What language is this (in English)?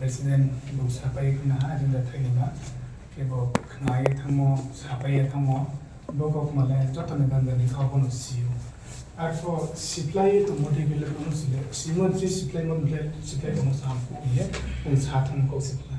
Riang (India)